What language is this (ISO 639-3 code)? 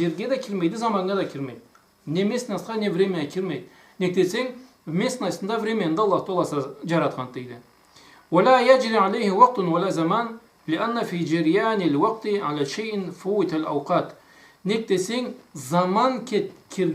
krc